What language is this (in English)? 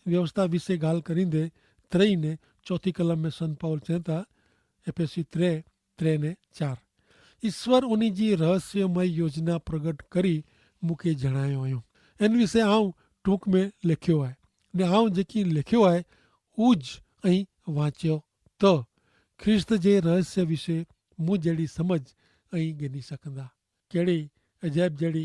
Kachhi